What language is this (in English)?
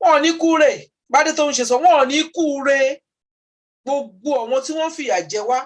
Yoruba